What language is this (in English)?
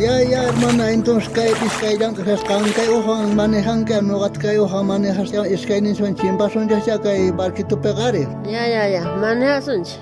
South Bolivian Quechua